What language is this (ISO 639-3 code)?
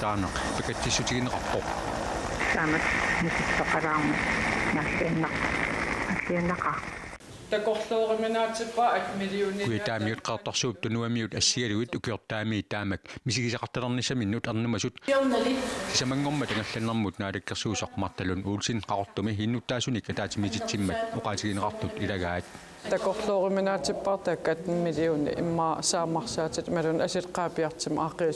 kal